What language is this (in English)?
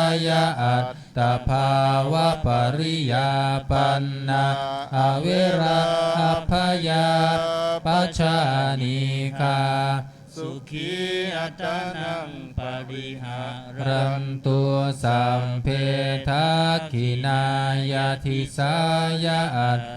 Pali